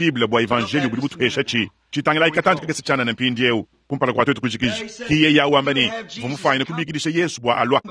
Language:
Luba-Lulua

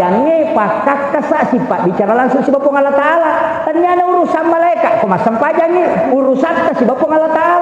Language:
Buginese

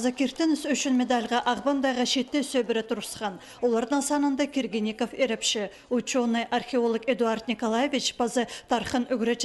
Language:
Khakas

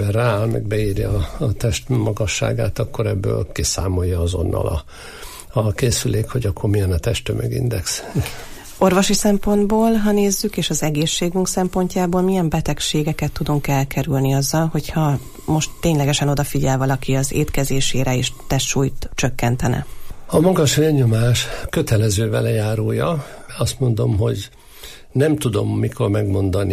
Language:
Hungarian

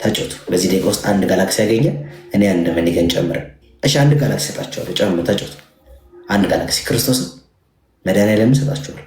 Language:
Amharic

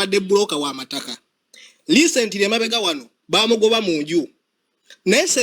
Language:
Ganda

